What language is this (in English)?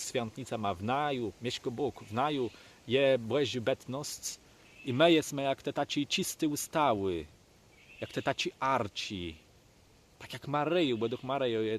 Kashubian